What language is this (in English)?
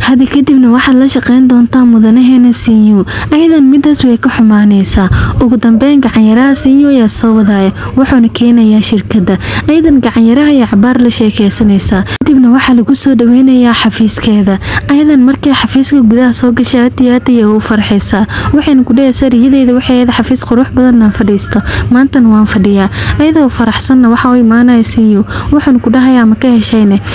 Somali